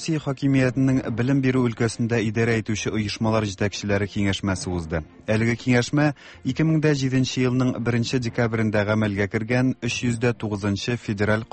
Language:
Tatar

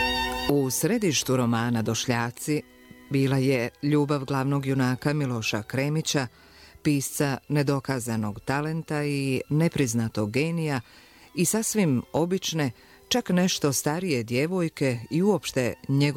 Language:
Bosnian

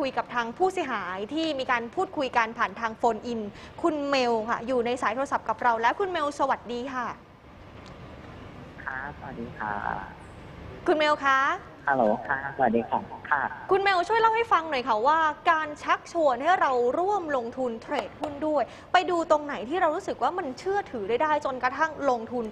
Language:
Thai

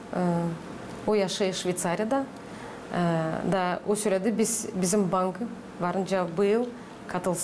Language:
Gagauz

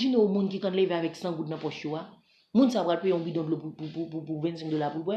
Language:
Haitian Creole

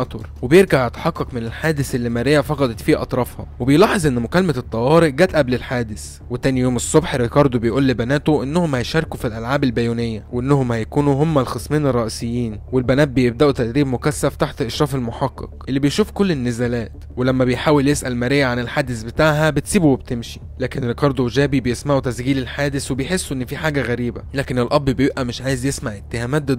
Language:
Egyptian Arabic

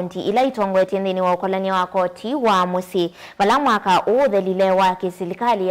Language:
Kamba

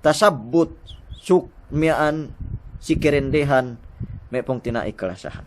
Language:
Yakan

